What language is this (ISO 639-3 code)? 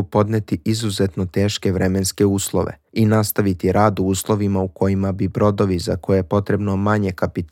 srp